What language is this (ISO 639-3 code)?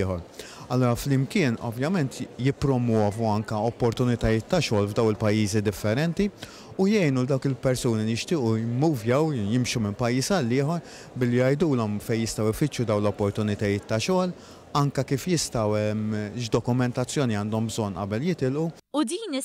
mlt